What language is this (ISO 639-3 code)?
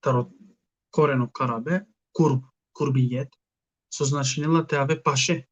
rmn